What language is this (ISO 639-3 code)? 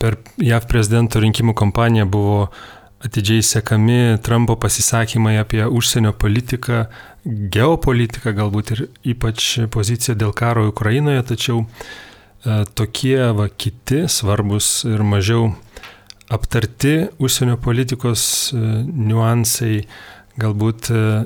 lit